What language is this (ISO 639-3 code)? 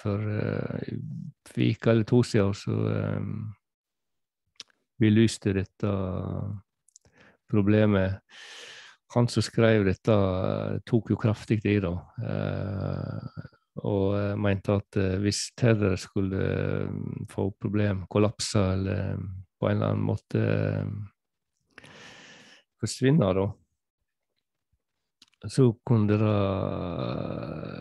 nor